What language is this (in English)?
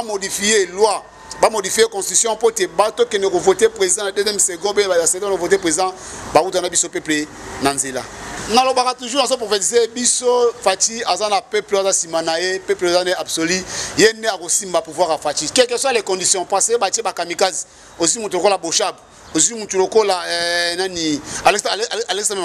Lingala